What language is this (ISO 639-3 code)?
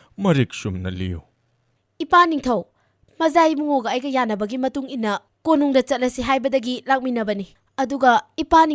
mni